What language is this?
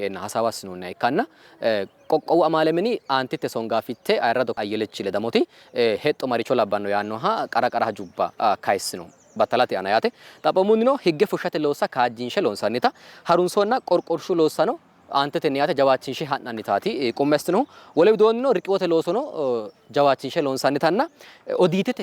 Sidamo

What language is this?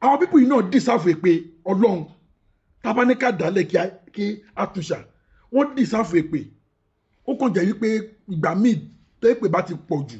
Yoruba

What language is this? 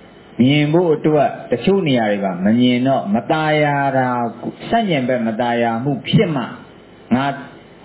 Burmese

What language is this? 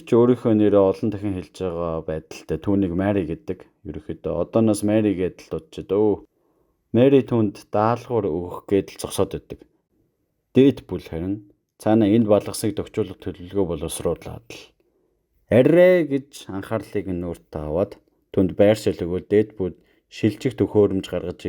Mongolian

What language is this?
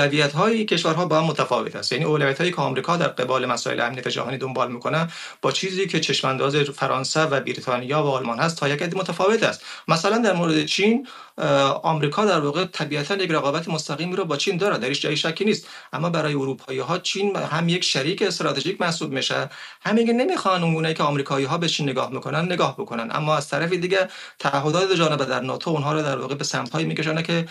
Persian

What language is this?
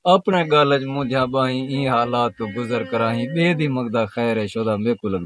Saraiki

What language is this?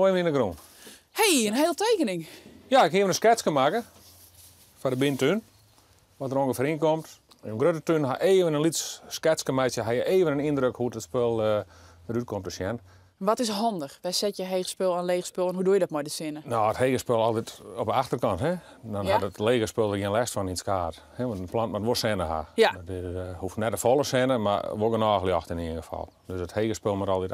Western Frisian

